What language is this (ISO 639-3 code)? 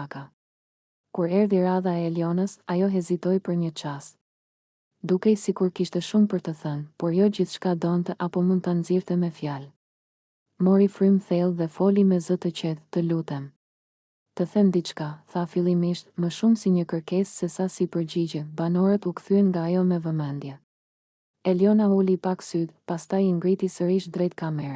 sqi